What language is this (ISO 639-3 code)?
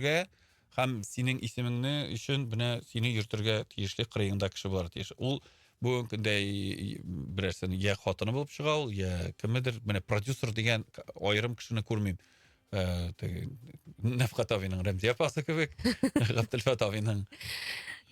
tat